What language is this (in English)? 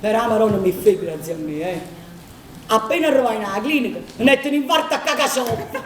Neapolitan